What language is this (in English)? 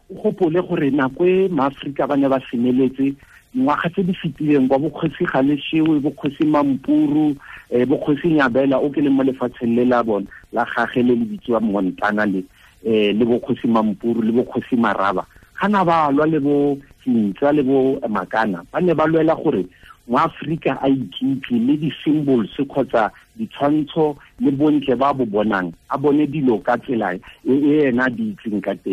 Tswana